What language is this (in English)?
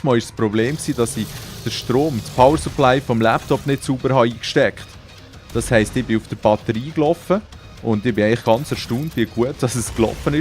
Swiss German